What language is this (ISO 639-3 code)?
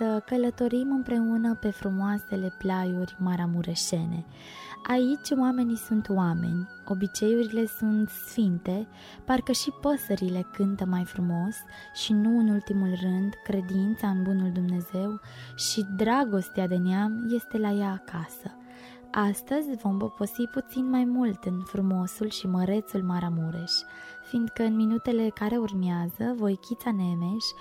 ron